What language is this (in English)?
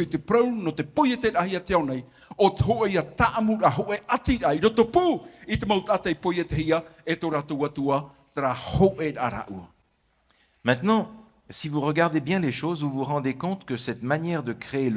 Tahitian